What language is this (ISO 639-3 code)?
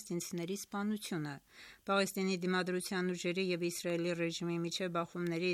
hye